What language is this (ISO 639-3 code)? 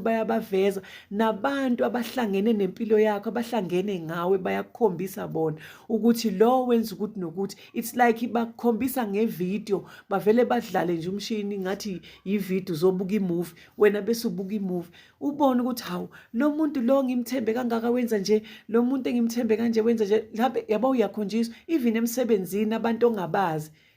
zul